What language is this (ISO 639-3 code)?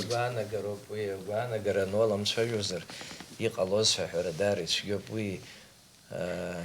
abk